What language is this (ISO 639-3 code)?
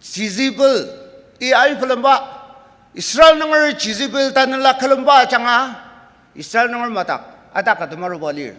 njo